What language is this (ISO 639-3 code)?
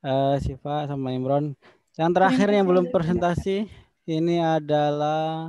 ind